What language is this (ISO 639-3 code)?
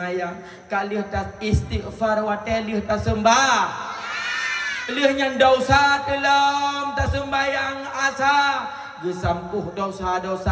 ace